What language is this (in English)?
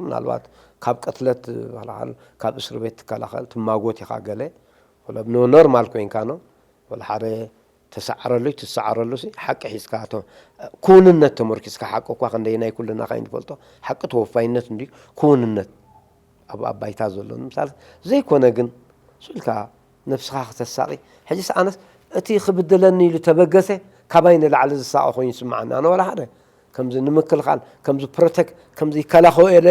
Tigrinya